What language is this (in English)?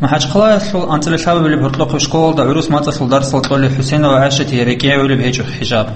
Avaric